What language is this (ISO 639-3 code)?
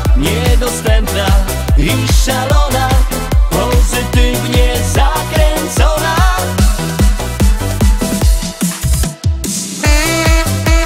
pol